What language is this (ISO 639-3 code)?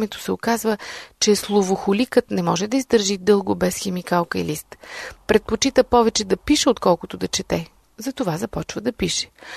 bul